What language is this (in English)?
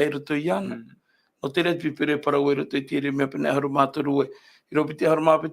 Tahitian